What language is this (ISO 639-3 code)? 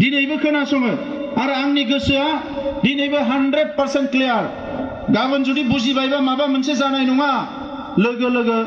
brx